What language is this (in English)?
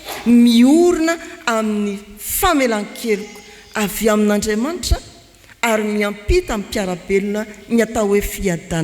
Malagasy